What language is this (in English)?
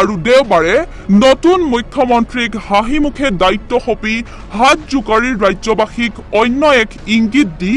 Assamese